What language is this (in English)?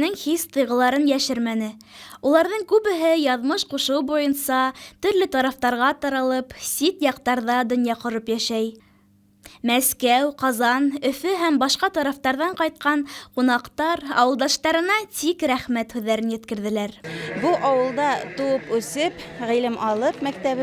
Bashkir